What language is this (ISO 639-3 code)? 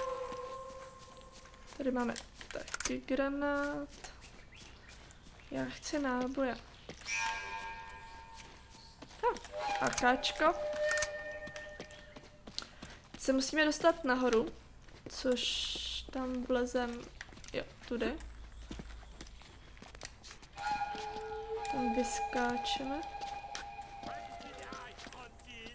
ces